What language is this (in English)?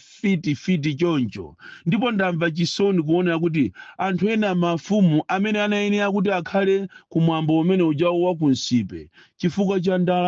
Nyanja